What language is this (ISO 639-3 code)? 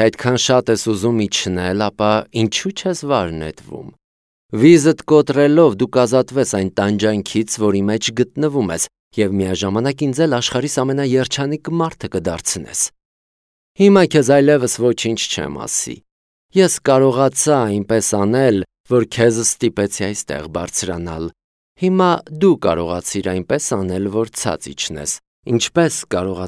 hye